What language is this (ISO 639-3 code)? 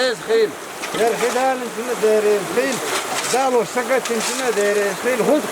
che